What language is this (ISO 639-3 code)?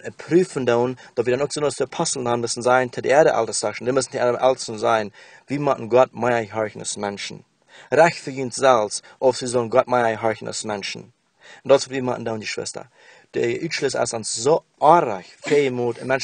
pdt